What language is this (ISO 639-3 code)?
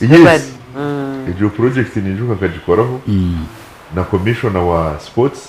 nyn